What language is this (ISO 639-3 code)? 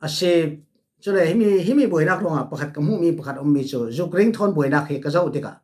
cfm